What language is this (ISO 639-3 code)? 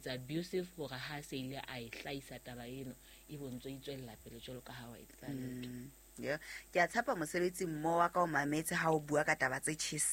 sot